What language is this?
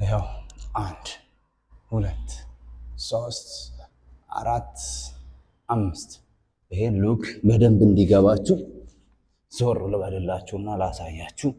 Amharic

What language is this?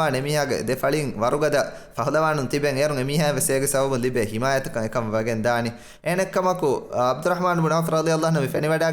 Divehi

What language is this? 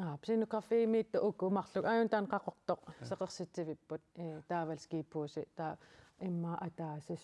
Kalaallisut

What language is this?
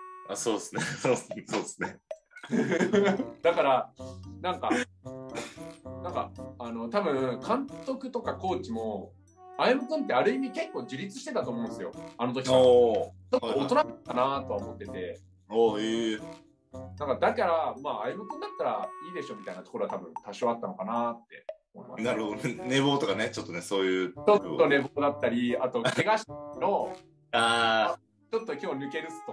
Japanese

